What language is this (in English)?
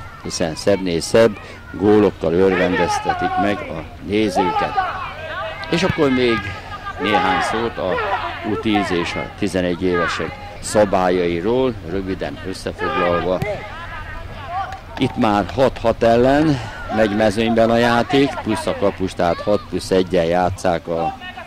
Hungarian